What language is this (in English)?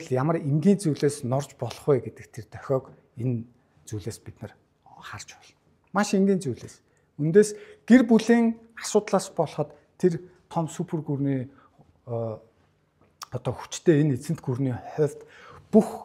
Mongolian